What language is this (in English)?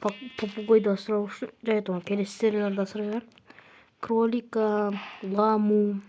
Kazakh